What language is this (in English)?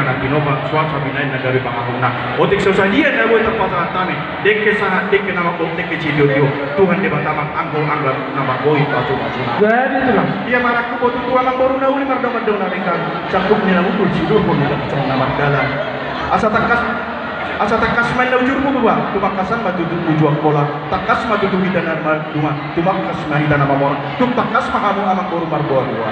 Batak Toba